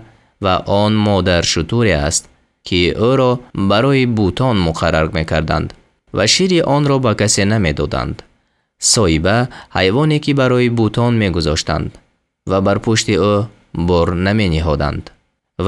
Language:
Tajik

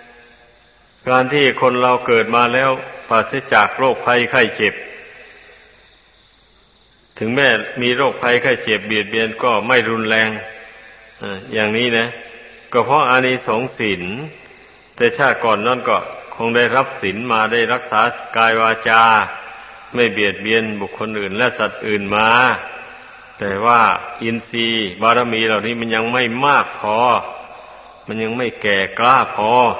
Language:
Thai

